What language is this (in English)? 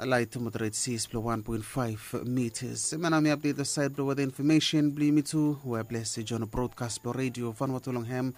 Bislama